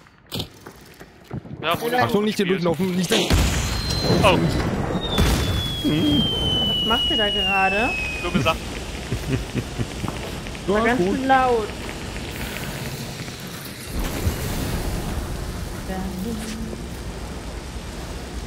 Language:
German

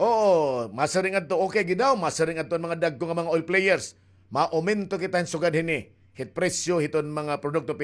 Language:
Waray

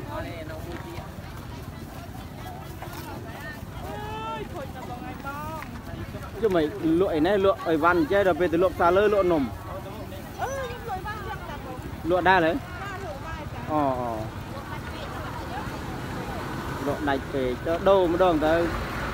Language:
Vietnamese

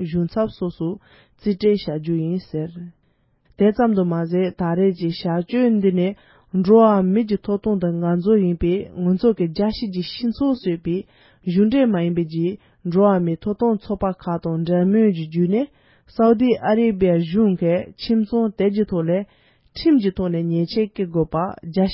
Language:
Tibetan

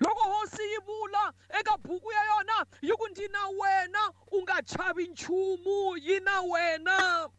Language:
Tsonga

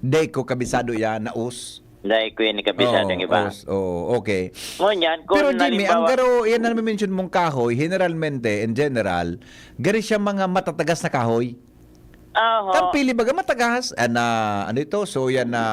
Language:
Bikol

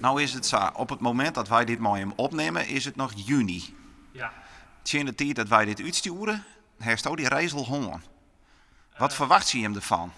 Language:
Western Frisian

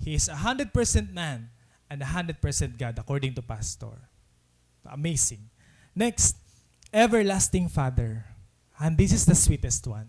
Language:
Waray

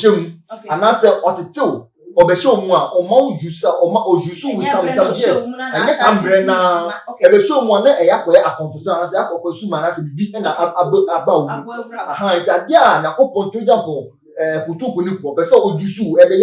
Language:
Akan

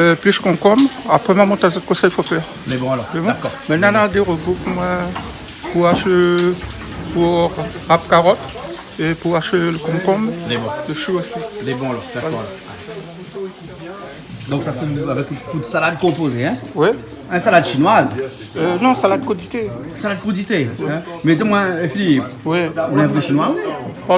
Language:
Réunion Creole French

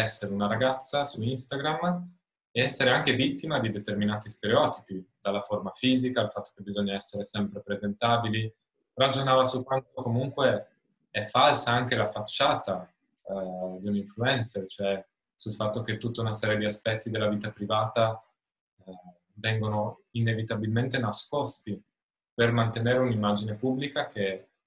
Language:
Italian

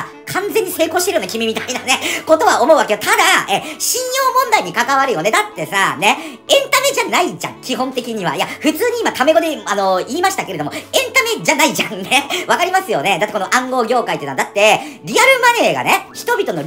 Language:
Japanese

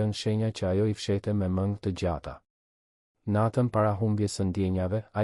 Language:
Albanian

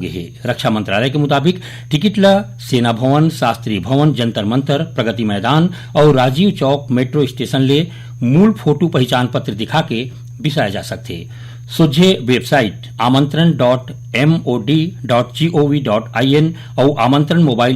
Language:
Chhattisgarhi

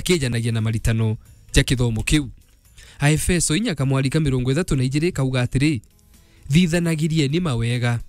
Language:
Meru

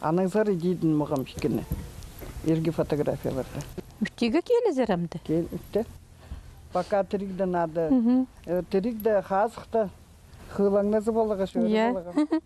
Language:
Khakas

